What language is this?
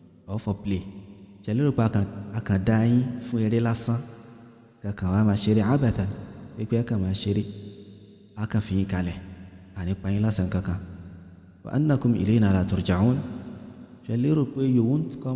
Yoruba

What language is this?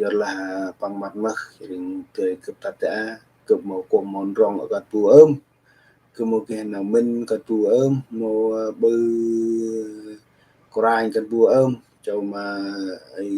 Central Mnong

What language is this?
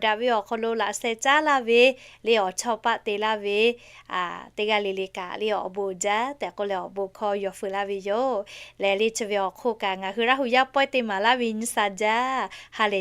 Lahu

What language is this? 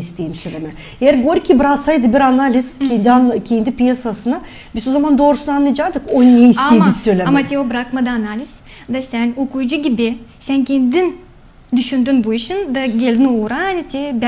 Gagauz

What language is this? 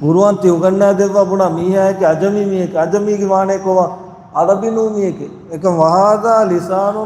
Divehi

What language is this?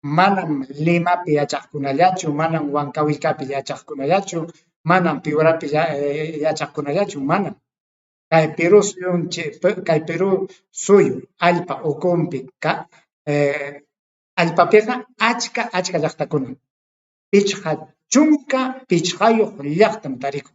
Ayacucho Quechua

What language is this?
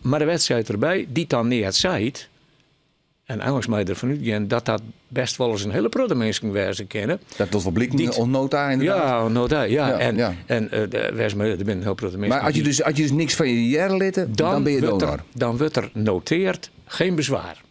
Western Frisian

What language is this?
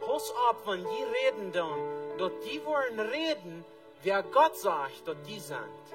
Plautdietsch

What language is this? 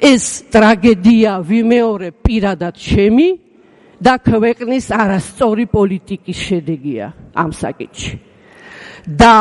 Georgian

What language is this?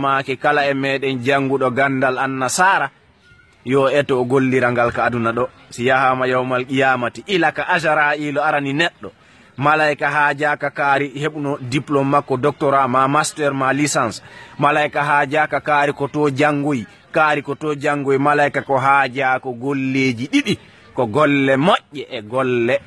Fula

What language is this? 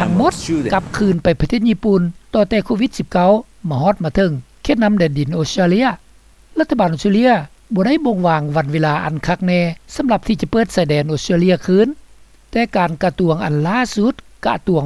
Lao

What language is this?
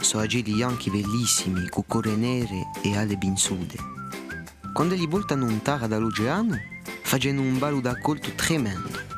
Corsican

